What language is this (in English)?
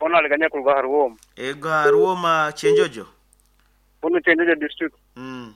Nyoro